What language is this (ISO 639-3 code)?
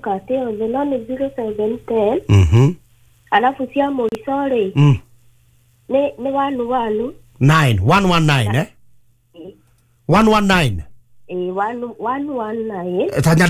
kik